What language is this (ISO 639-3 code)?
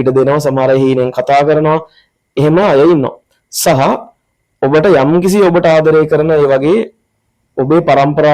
sin